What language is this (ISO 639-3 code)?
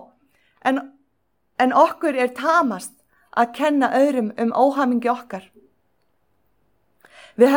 isl